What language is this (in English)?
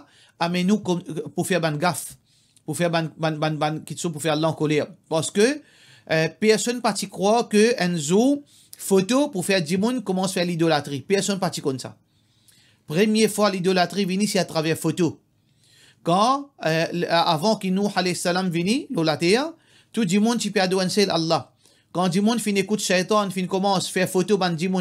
Morisyen